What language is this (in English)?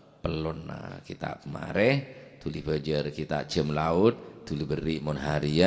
Madurese